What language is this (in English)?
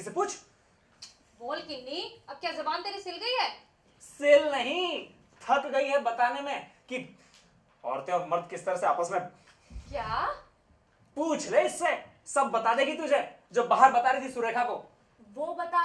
Hindi